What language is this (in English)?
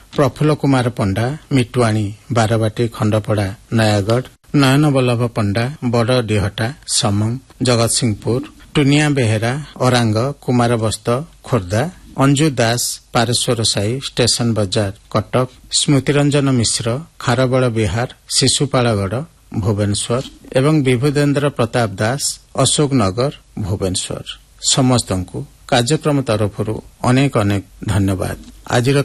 Odia